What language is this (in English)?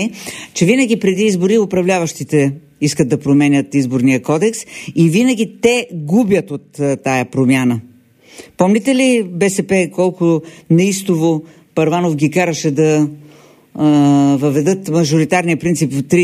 Bulgarian